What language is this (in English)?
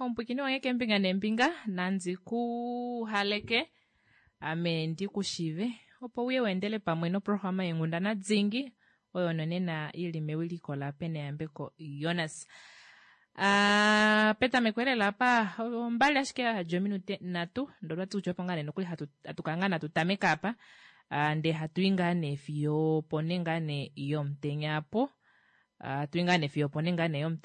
Kuanyama